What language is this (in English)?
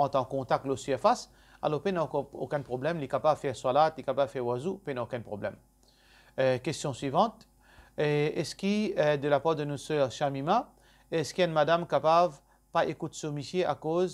Morisyen